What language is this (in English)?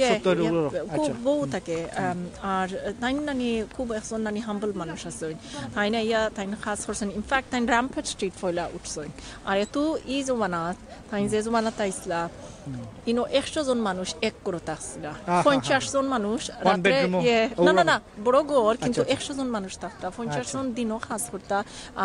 Sylheti